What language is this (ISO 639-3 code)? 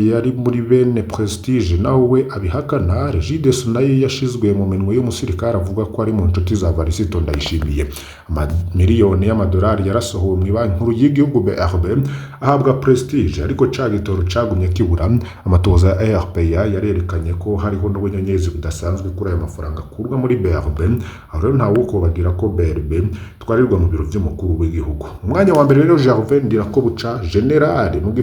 run